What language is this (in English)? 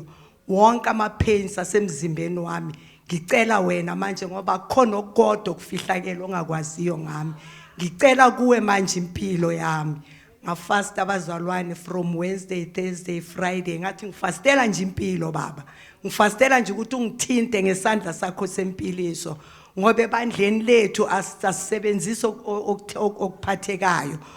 Zulu